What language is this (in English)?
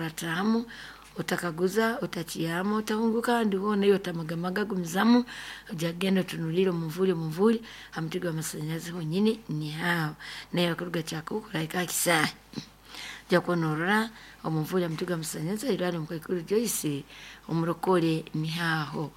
Nyankole